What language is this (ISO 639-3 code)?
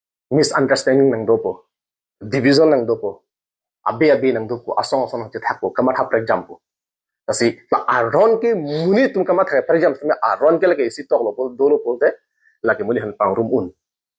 mjw